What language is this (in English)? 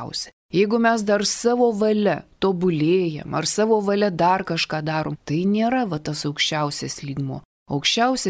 Lithuanian